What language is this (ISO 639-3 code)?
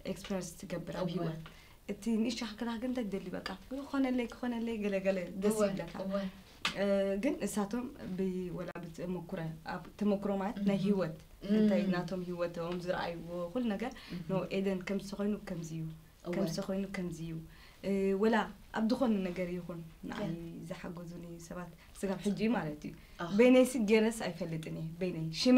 tir